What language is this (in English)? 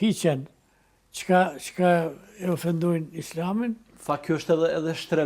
Albanian